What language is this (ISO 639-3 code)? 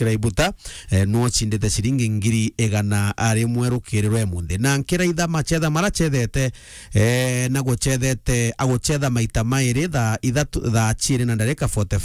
mer